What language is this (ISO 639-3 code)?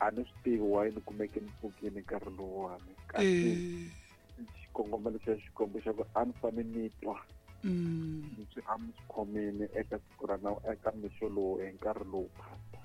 tso